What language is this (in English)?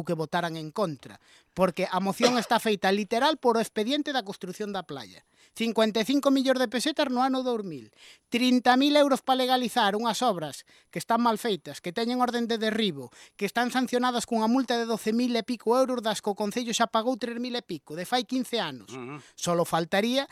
Galician